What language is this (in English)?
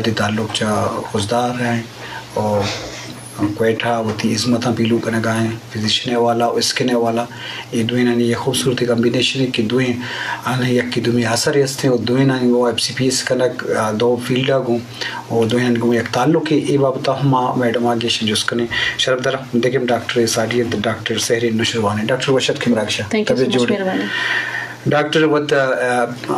Eastern Balochi